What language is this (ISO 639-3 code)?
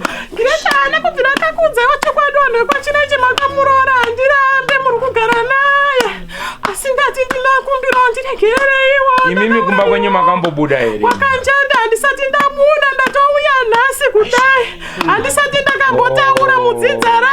sna